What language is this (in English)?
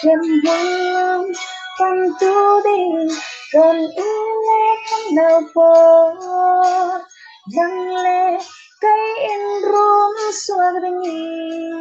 Falam Chin